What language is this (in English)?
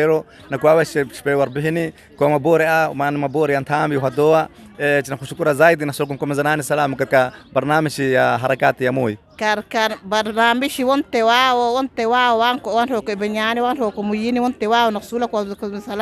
Swahili